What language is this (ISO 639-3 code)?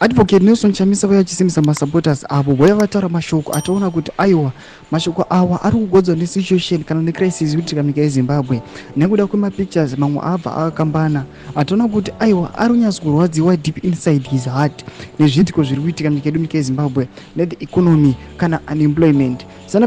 sna